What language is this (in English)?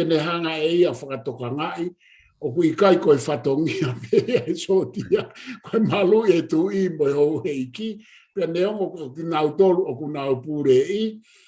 Tongan